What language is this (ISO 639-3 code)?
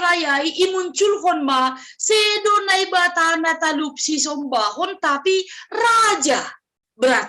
bts